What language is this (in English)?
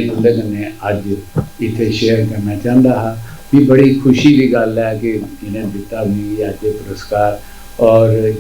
Dogri